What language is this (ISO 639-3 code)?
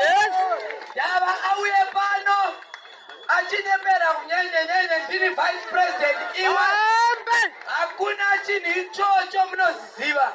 sna